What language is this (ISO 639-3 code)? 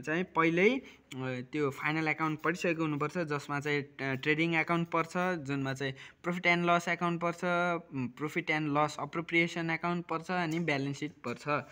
nep